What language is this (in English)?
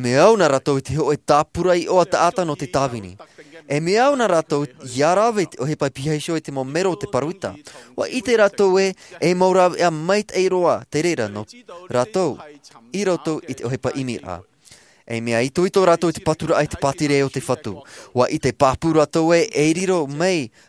Tahitian